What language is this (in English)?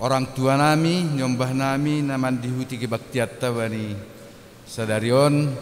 Batak Simalungun